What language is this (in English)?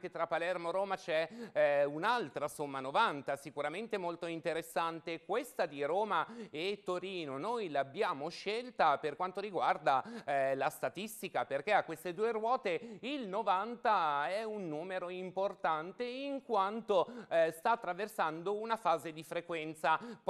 Italian